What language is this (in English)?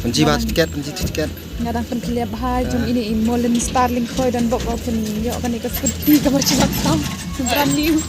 Khasi